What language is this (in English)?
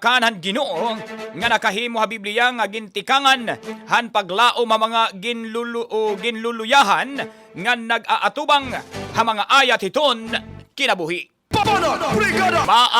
Waray